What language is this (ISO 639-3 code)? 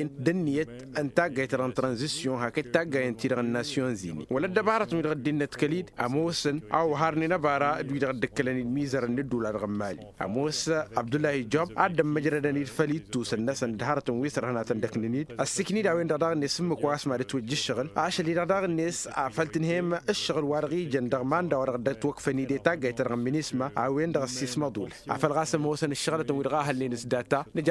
taq